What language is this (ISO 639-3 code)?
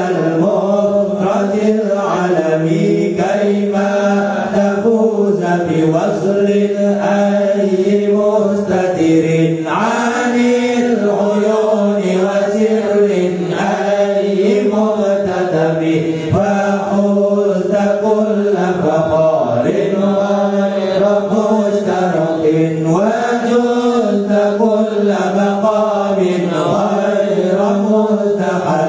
ara